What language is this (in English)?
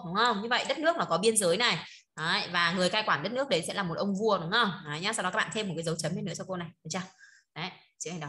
Vietnamese